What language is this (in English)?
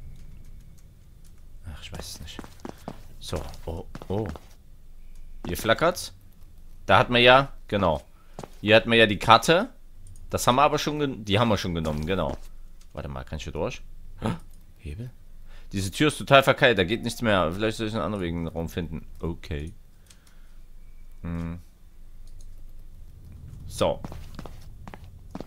German